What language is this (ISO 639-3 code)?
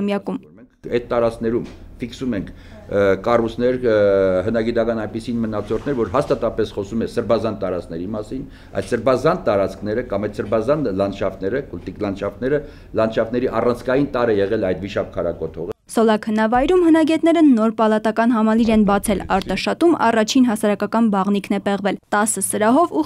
hye